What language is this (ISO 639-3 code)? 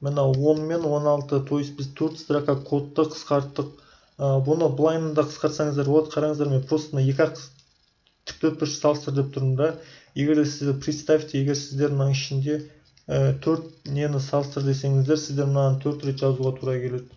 kaz